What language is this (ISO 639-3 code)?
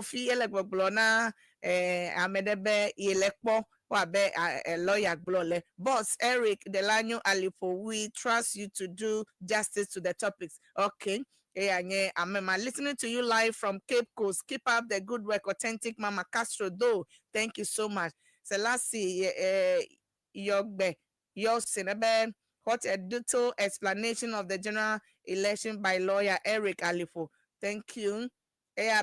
ewe